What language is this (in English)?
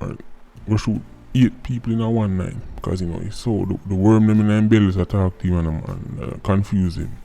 Jamaican Creole English